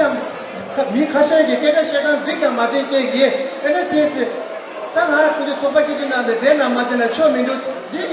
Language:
Tibetan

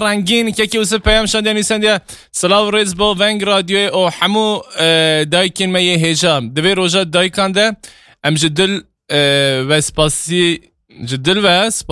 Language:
Kurdish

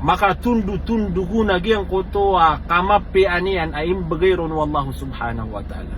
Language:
Maranao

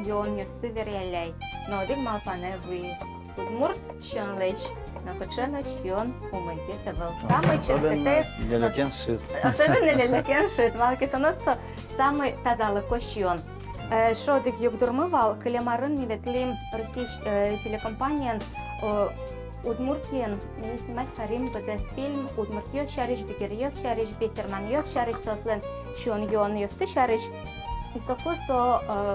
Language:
Udmurt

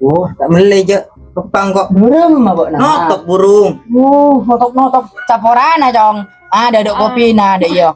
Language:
Madurese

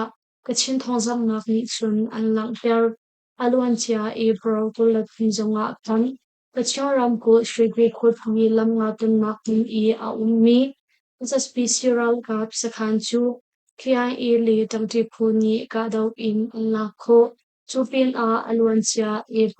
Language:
Hakha Chin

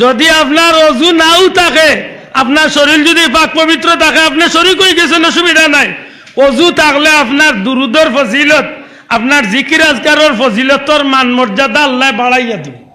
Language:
Sylheti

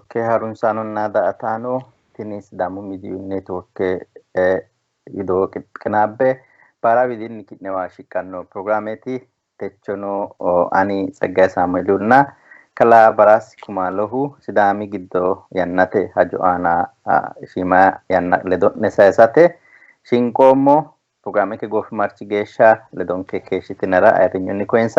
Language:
Sidamo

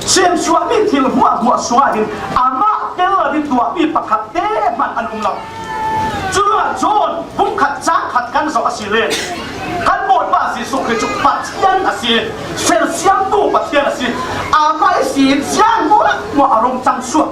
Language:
Falam Chin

